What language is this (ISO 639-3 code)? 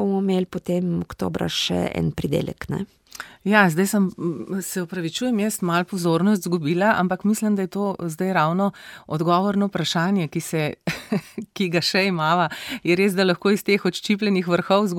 slv